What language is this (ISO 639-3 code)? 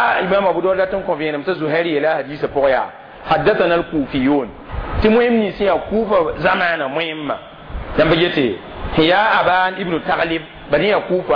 mos